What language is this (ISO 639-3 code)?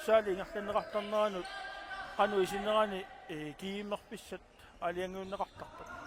kal